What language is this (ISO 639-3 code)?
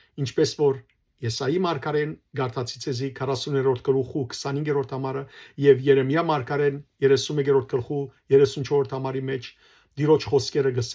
hyw